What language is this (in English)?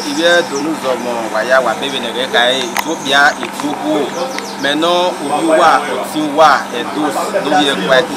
Bini